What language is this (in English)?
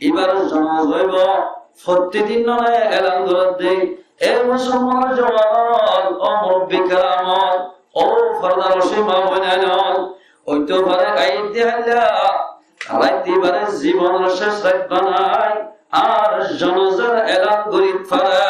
Rohingya